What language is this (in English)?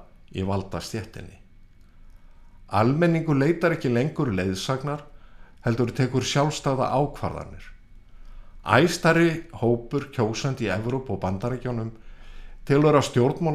Icelandic